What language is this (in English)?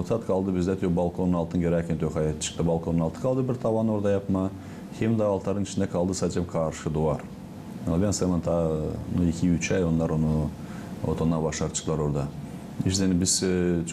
Gagauz